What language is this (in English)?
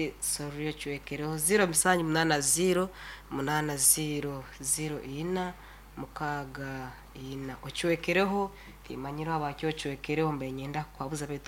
Nyoro